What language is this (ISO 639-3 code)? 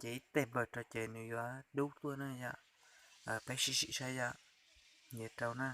hmn